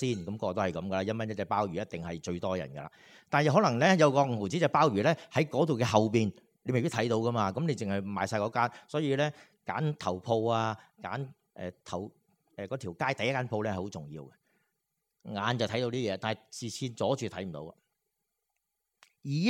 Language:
Cantonese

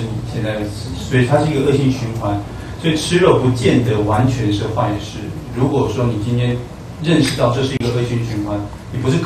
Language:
Chinese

